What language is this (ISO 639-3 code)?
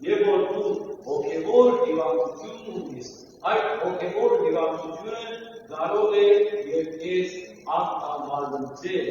hyw